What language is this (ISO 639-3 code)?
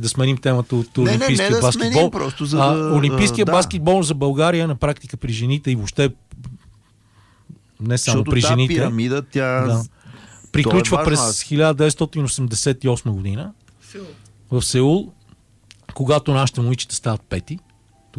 bul